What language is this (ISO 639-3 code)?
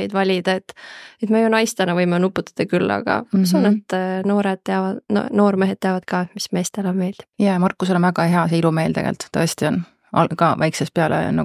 est